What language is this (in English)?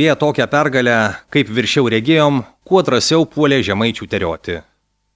Lithuanian